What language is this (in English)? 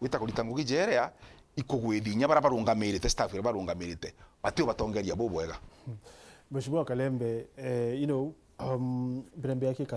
Meru